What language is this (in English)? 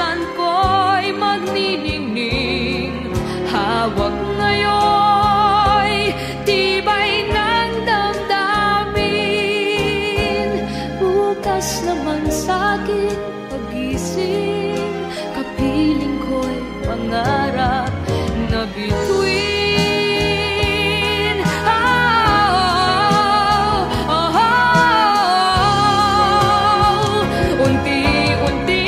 Filipino